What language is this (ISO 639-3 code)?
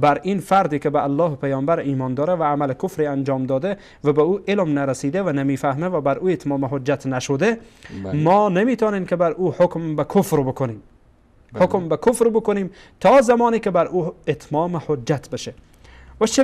fas